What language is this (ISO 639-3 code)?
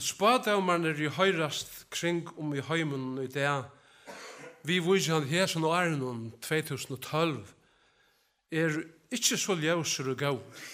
fao